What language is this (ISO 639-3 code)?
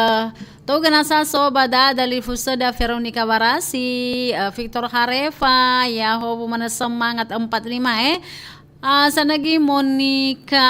nia